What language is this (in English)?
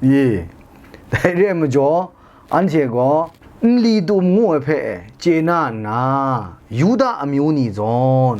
Kachin